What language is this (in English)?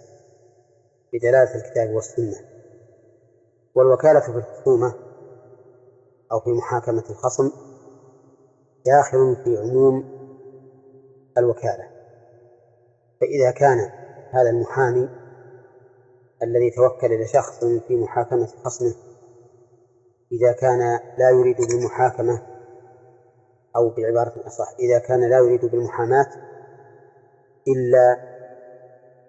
Arabic